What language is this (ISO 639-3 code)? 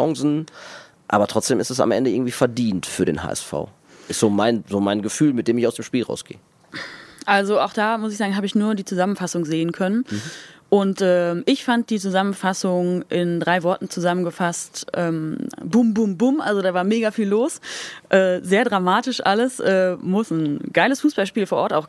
deu